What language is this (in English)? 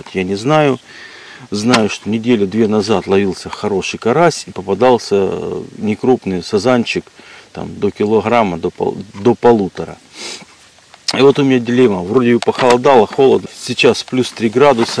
Russian